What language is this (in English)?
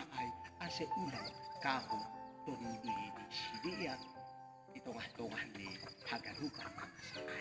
Batak Simalungun